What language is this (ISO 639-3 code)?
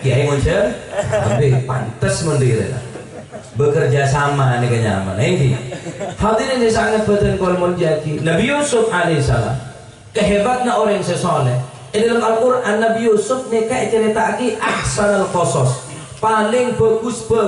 mad